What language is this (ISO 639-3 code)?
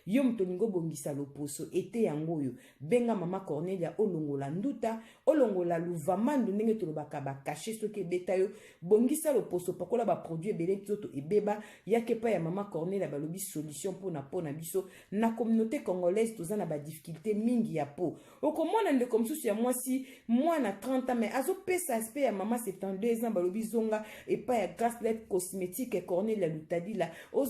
lin